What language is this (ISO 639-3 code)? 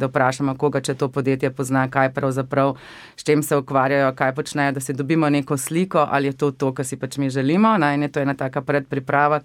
slv